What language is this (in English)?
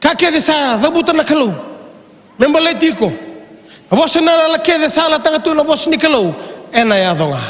Fijian